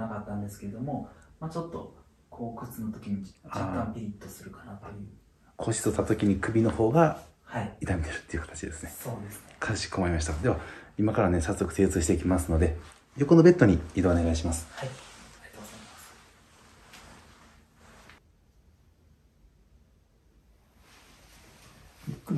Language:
Japanese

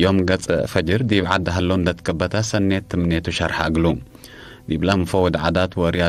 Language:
Tigre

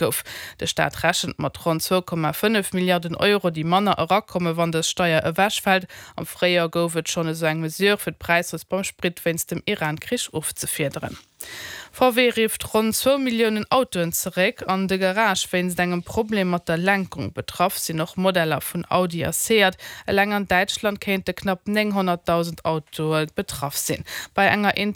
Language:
Luxembourgish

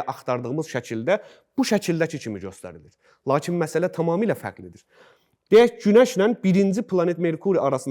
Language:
Azerbaijani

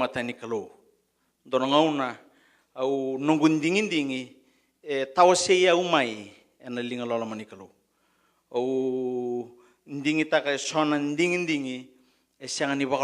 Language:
Fijian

